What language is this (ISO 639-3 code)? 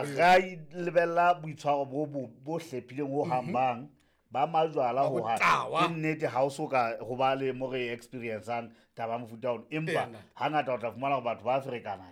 sot